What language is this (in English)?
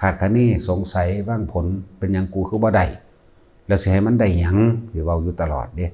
Northeastern Thai